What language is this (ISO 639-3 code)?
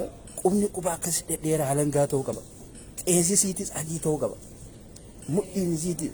orm